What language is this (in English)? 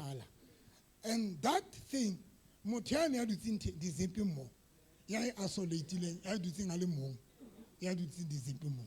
Southern Sotho